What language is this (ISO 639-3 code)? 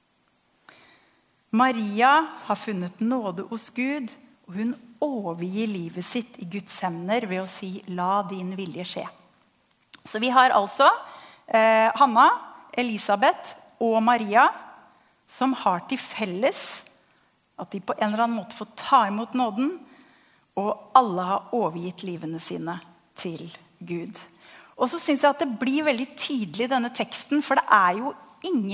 nor